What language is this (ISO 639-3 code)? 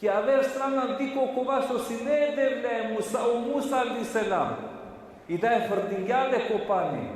rmn